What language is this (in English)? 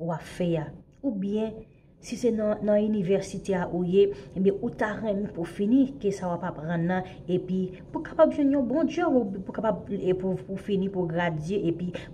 Haitian Creole